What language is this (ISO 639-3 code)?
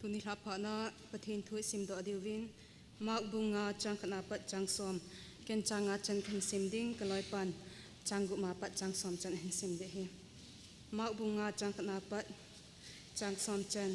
tcz